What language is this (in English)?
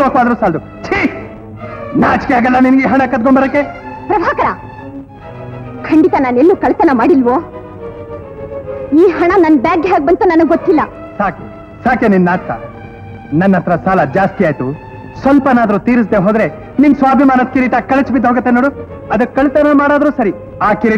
Kannada